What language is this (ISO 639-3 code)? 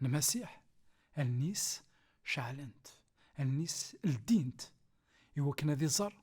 kab